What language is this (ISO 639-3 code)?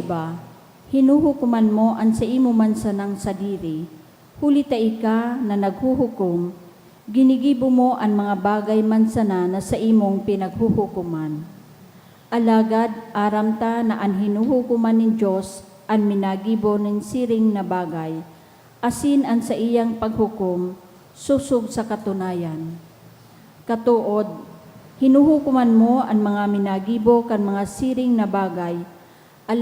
bik